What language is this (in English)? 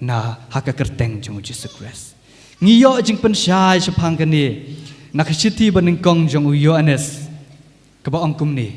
Khasi